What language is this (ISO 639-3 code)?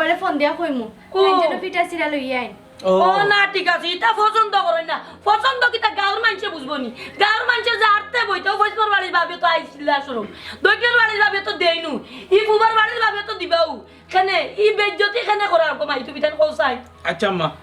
syl